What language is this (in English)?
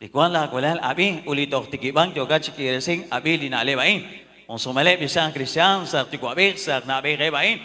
Kekchí